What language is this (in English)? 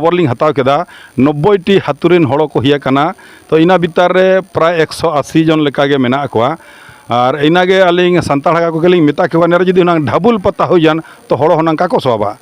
Santali